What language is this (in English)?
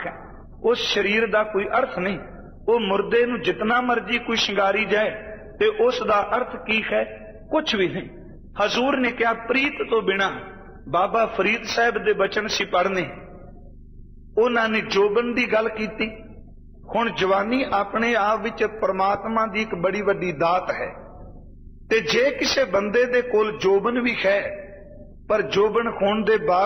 Punjabi